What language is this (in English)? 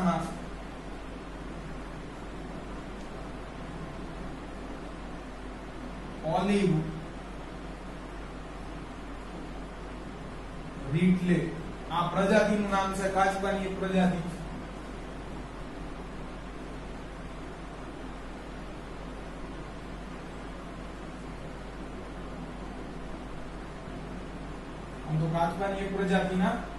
Gujarati